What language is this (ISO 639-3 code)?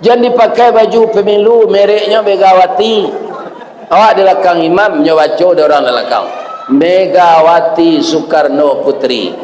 min